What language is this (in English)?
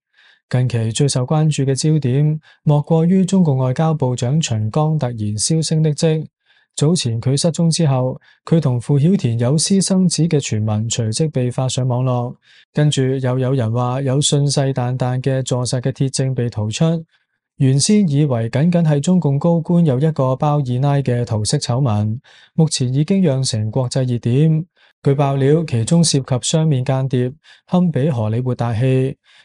Cantonese